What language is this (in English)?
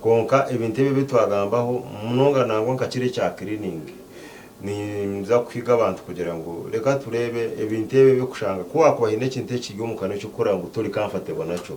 Nyankole